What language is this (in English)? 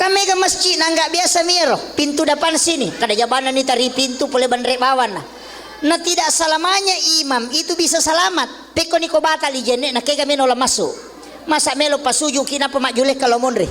Buginese